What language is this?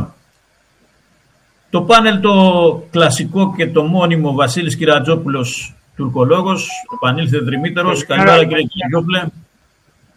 Greek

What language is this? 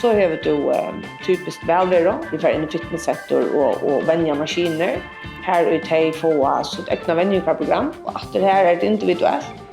Faroese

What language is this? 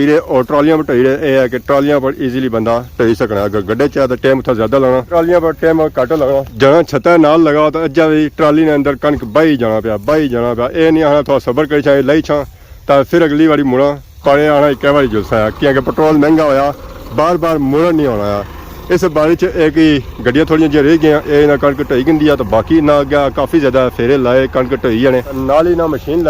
Pahari-Potwari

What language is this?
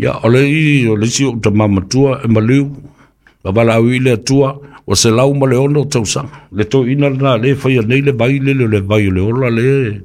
Samoan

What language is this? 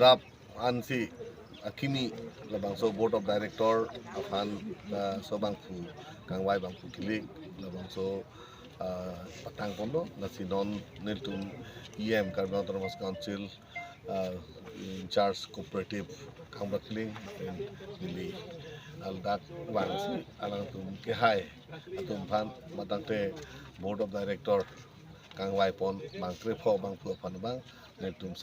Karbi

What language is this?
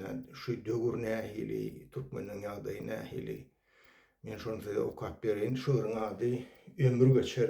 Turkmen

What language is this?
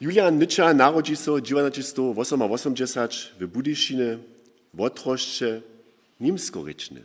Upper Sorbian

